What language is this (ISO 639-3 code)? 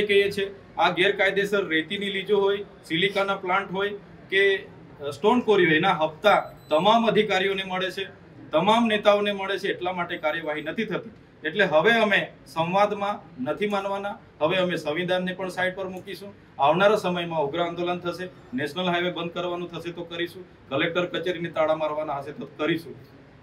guj